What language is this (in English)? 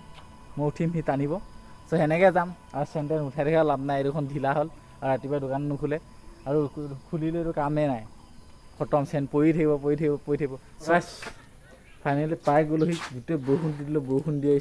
Assamese